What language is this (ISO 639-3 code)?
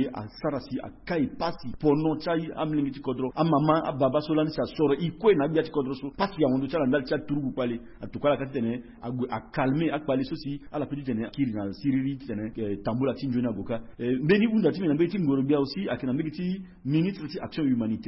sag